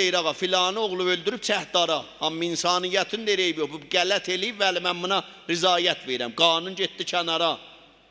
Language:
South Azerbaijani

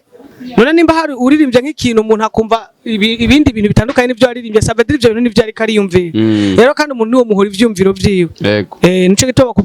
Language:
Rundi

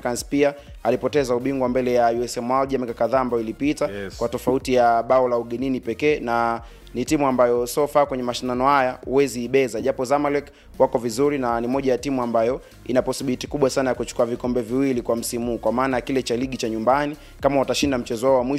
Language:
Swahili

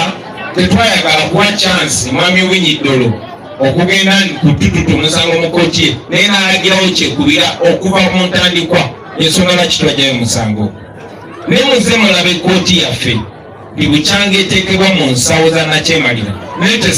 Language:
Ganda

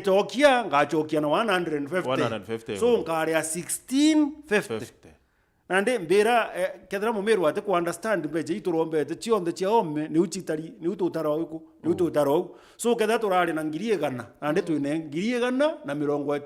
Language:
Meru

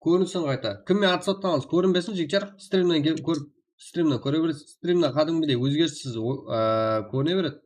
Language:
Kara-Kalpak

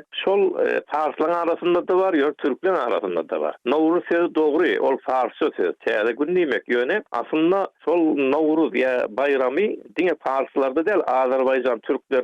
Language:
Turkmen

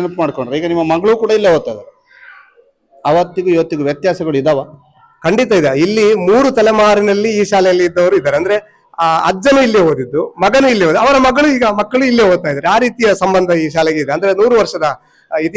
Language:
Kannada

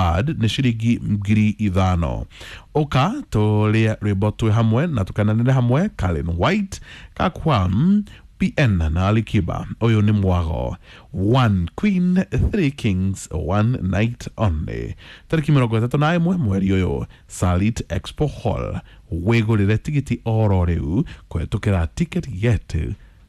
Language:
Kikuyu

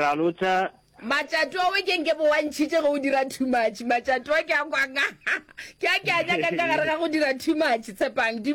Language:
Northern Sotho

